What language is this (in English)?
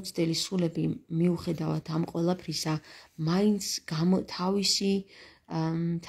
Georgian